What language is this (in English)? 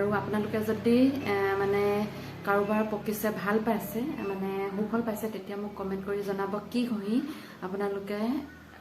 Assamese